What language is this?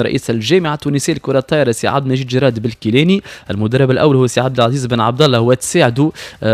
Tunisian Arabic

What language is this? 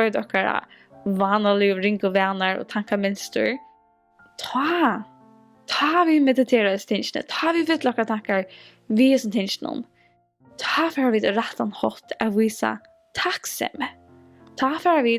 Faroese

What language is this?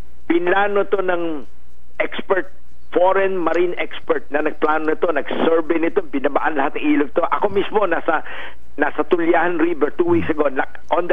Filipino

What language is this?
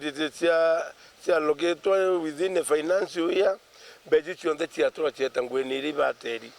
Meru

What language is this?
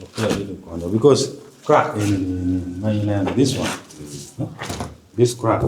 Acoli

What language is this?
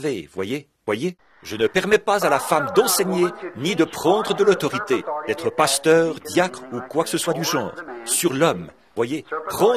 French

